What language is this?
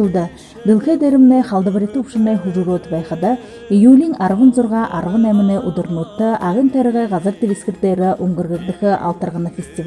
Buriat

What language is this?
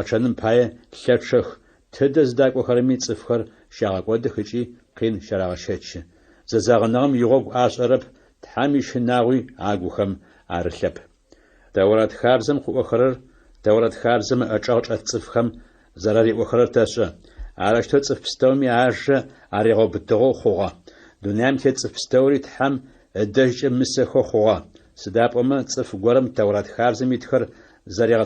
Adyghe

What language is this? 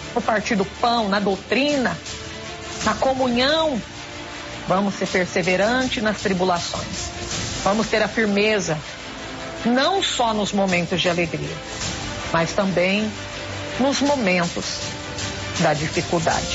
Portuguese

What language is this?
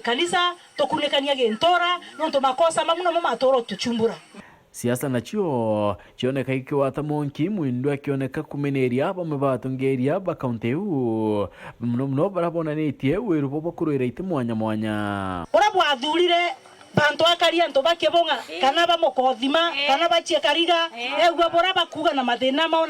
Meru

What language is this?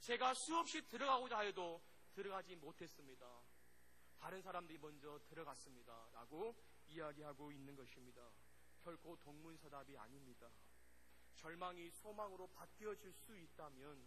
Korean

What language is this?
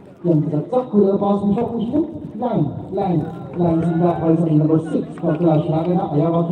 Tangkhul Naga (India)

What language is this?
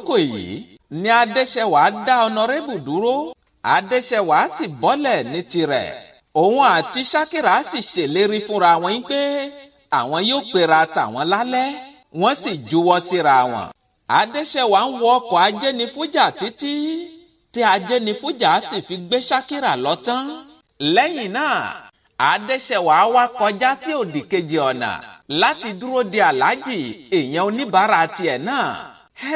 Yoruba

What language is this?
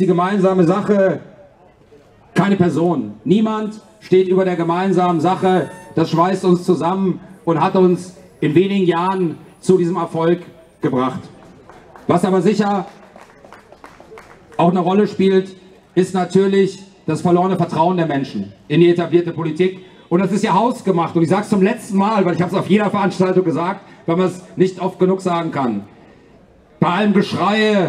German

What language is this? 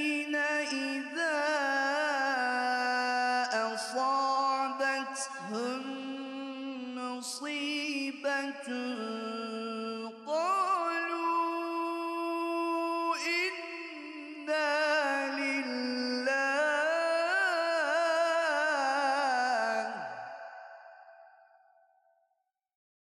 Arabic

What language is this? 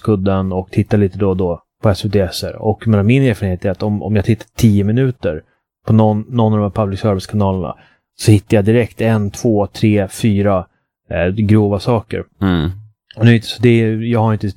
Swedish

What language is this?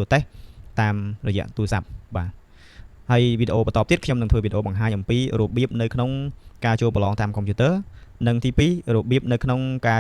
Khmer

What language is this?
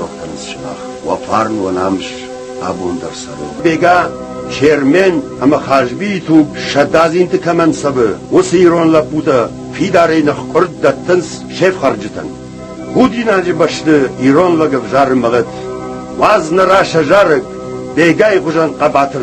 Ossetic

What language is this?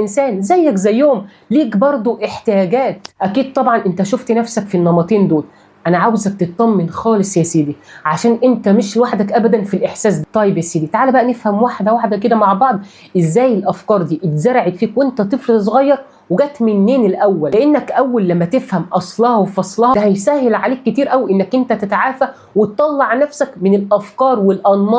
Egyptian Arabic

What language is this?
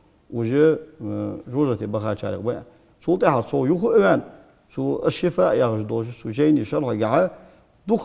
Ingush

